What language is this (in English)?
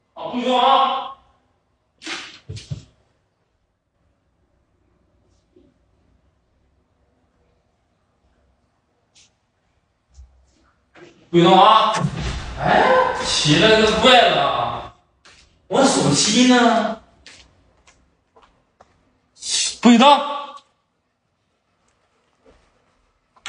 Chinese